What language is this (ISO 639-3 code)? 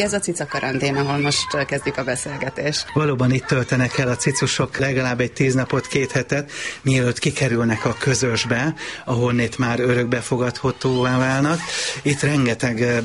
hun